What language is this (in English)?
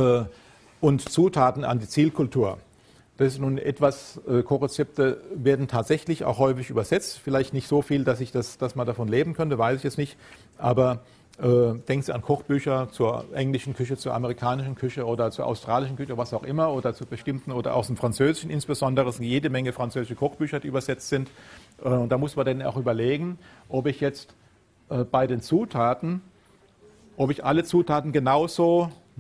German